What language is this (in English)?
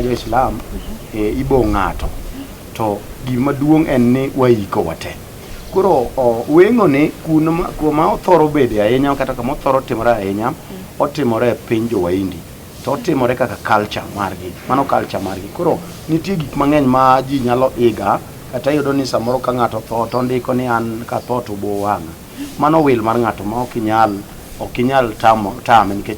Luo (Kenya and Tanzania)